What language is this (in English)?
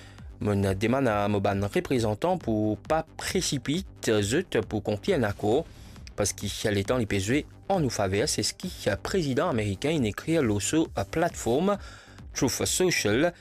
Morisyen